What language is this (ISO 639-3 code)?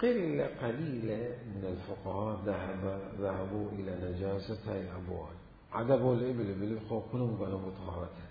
acm